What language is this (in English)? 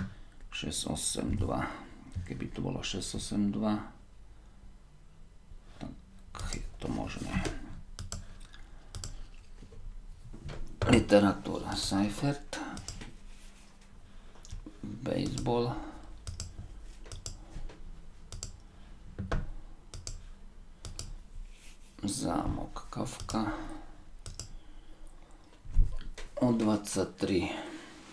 Slovak